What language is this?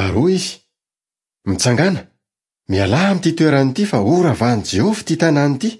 Malagasy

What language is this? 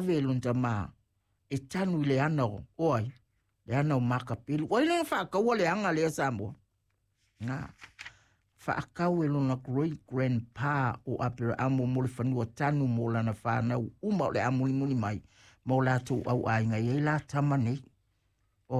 Samoan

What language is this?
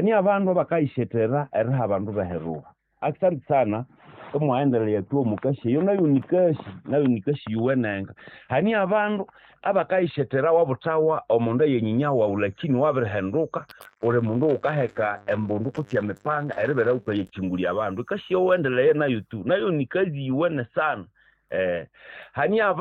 Nande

